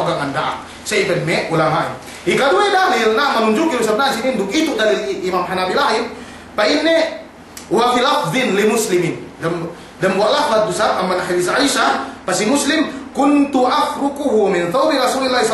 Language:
Yakan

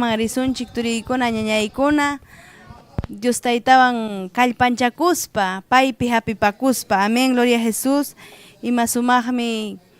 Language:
Ayacucho Quechua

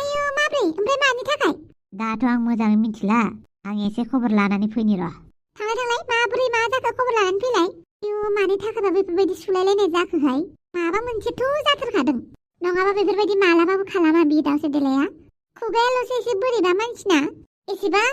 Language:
Bodo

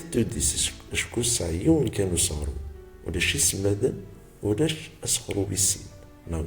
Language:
Kabyle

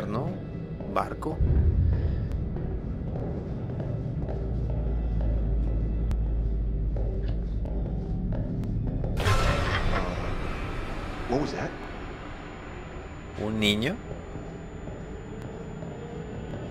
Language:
Spanish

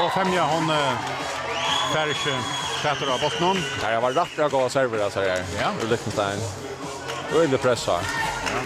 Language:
Faroese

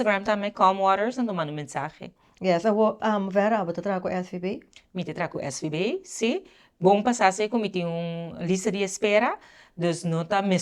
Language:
Papiamento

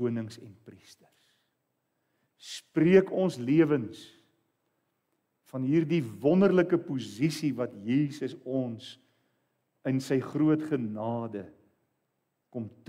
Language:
Afrikaans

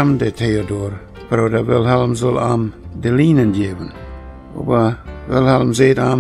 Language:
Plautdietsch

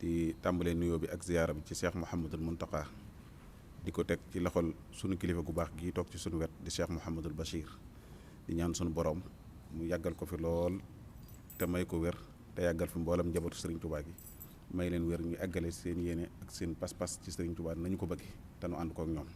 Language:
Wolof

